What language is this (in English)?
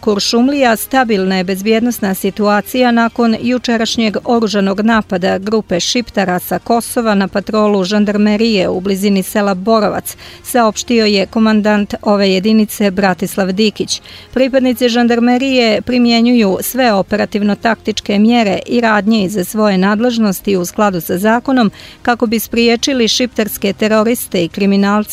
Serbian